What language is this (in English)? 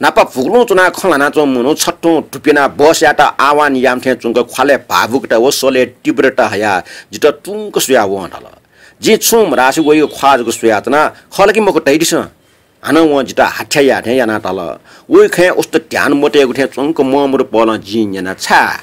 Newari